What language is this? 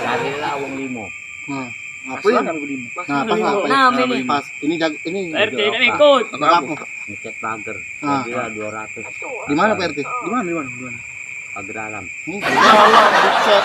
Musi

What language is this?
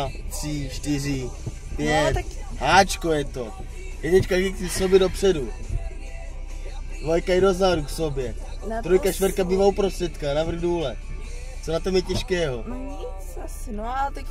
Czech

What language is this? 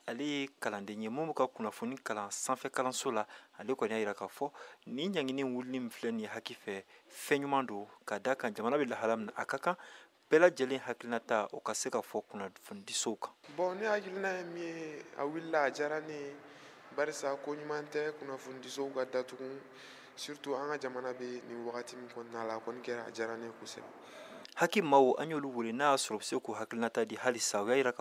Bambara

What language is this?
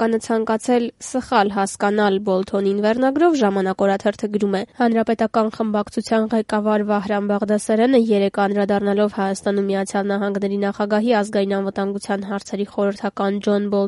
Armenian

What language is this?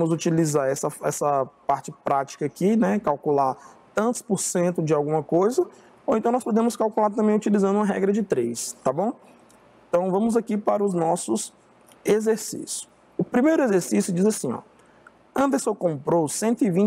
Portuguese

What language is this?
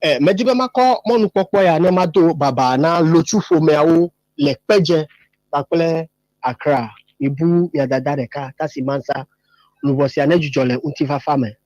Ewe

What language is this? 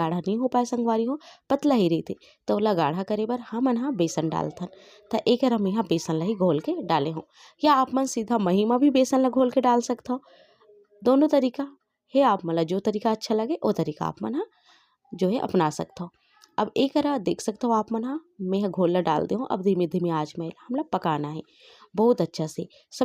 Chhattisgarhi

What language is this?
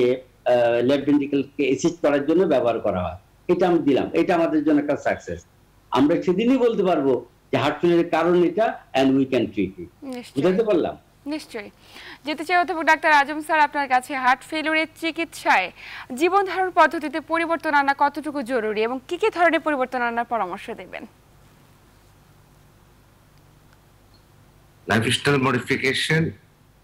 Bangla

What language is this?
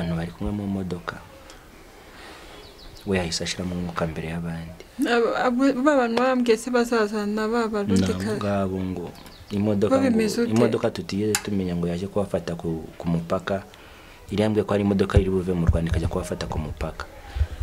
Kinyarwanda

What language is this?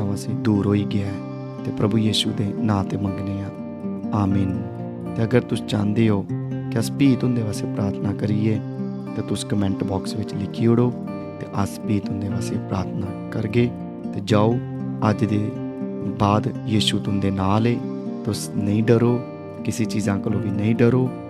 Dogri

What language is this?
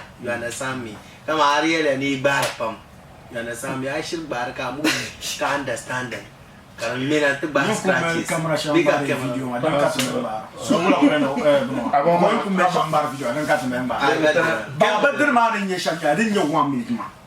Dagbani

